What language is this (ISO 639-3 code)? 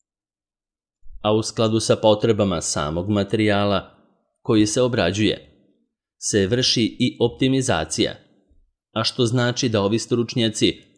srp